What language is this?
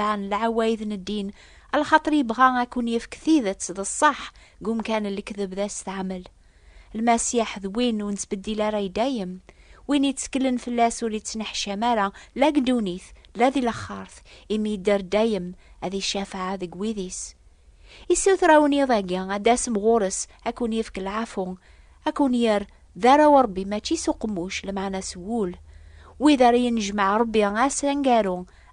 Kabyle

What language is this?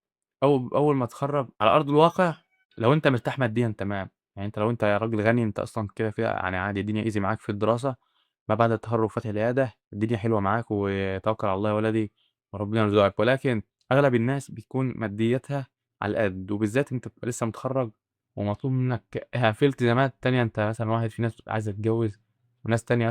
Egyptian Arabic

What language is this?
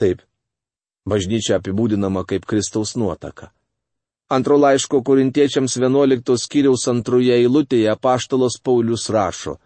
Lithuanian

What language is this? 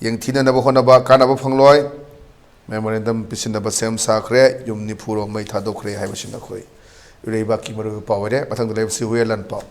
Manipuri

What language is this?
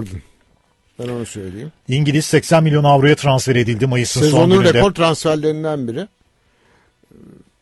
Turkish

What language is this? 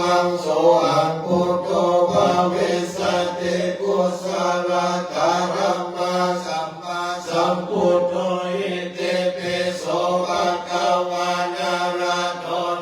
Pali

